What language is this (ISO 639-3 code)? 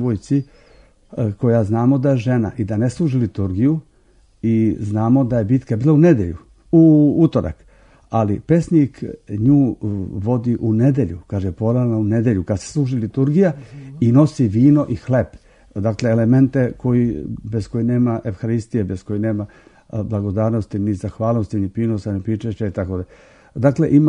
srp